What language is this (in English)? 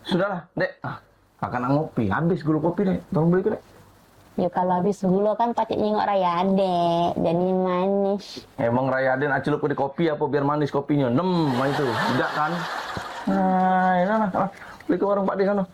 Musi